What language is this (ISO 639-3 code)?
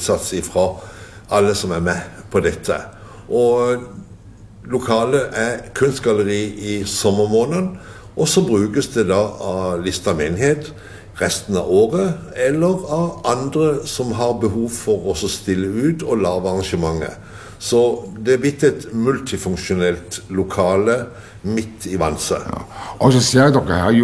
nor